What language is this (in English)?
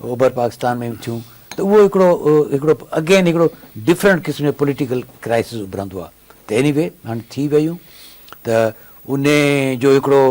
Sindhi